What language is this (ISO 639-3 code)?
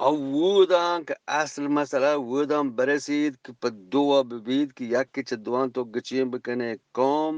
bgp